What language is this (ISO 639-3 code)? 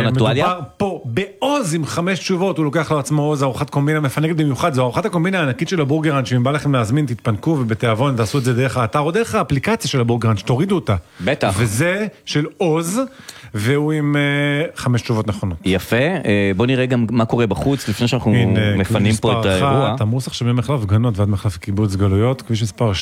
heb